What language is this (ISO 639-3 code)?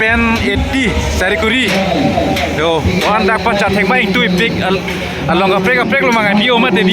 mjw